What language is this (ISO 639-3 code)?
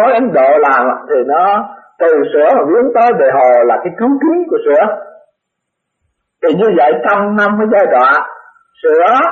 vie